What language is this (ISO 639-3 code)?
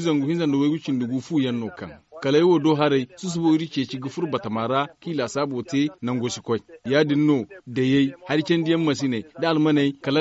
dje